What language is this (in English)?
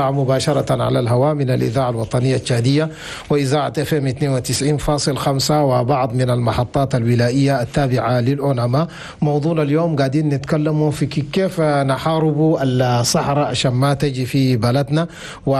Chadian Arabic